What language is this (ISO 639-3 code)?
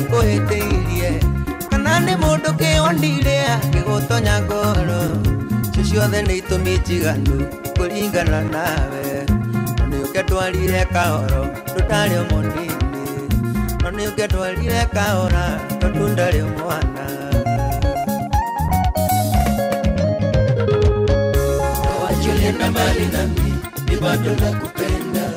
kik